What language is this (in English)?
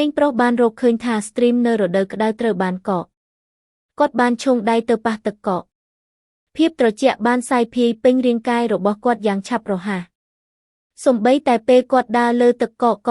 Khmer